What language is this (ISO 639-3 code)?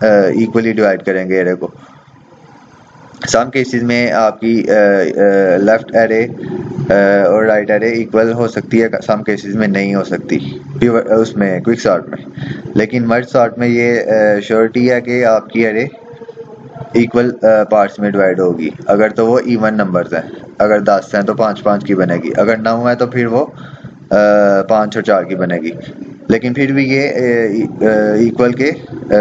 hin